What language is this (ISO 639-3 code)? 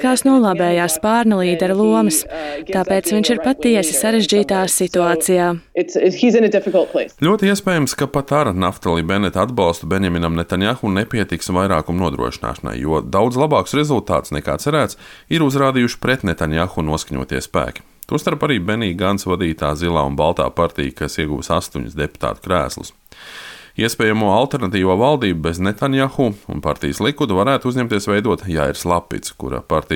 lav